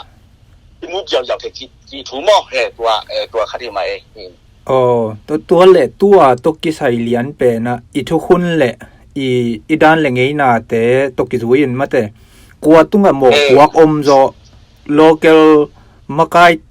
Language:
Tedim Chin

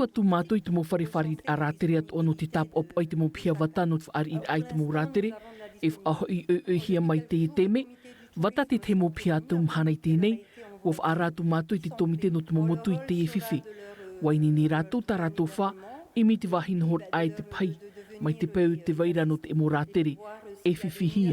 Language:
Tahitian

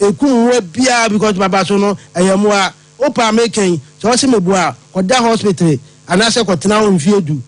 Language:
Akan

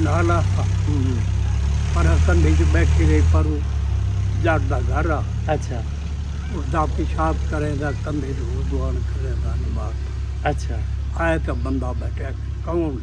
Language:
Saraiki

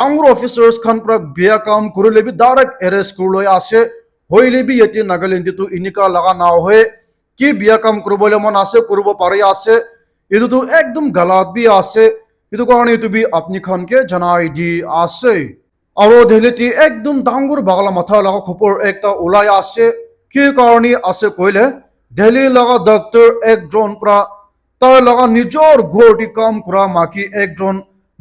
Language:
Naga Pidgin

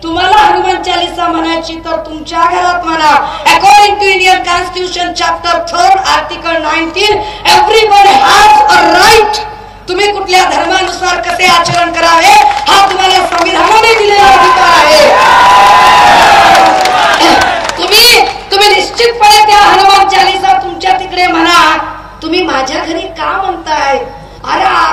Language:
Marathi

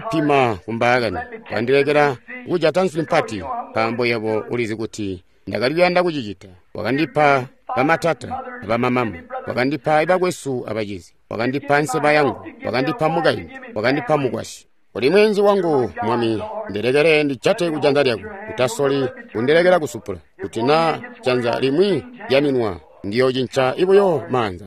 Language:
Tonga (Zambia)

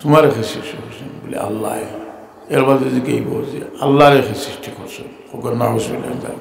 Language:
Sylheti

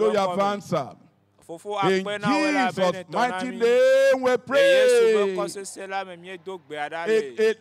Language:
Ewe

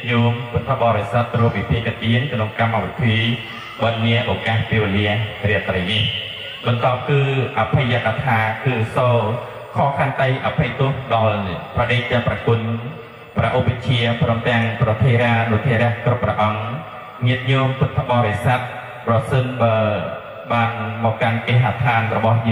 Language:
Khmer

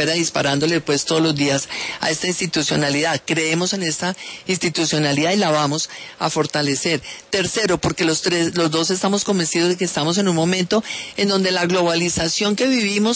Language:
Spanish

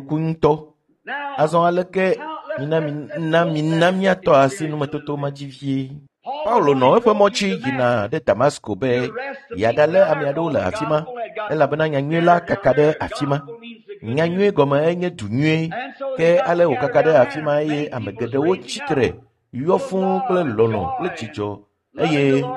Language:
Ewe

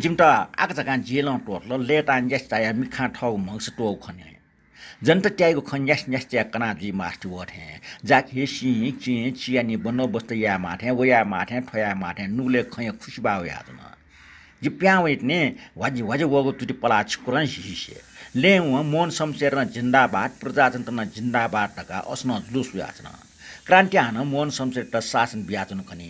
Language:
Newari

